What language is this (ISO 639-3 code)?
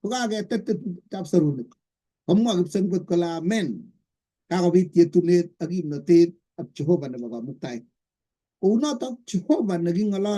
kln